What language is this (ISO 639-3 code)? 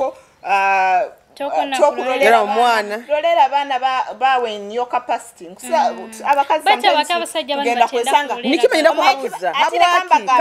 nyo